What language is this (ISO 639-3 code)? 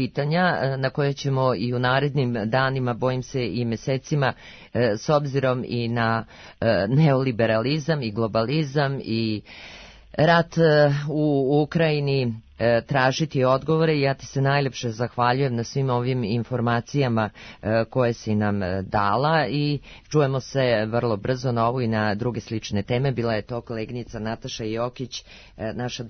srp